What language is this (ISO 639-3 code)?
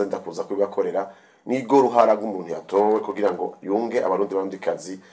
run